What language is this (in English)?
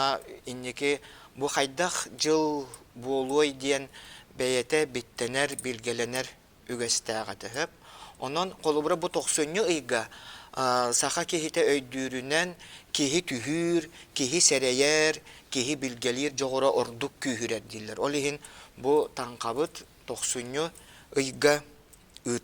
Yakut